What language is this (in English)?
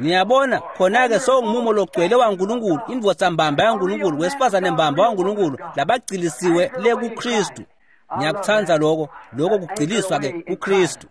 Swati